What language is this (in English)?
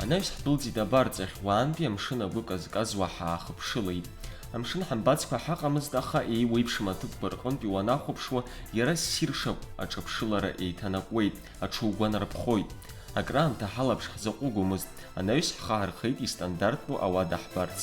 Abkhazian